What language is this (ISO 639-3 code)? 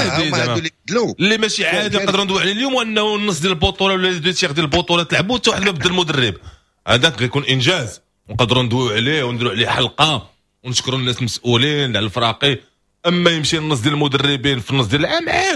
ary